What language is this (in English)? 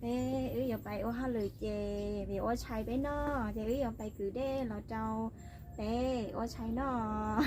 Hmong